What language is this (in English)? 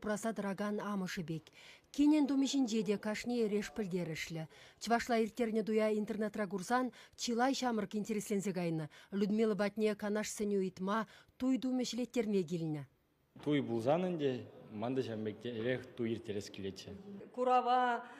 Chuvash